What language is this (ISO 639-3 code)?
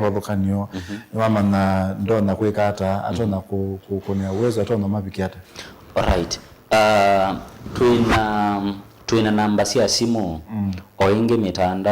kam